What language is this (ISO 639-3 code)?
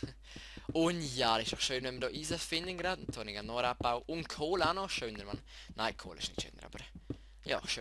gsw